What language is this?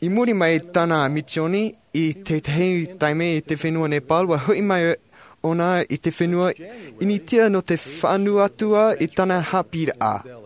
Tahitian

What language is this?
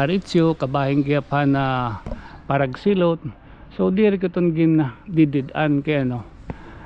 Waray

